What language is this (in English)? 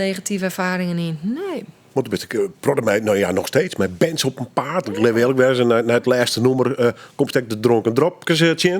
Western Frisian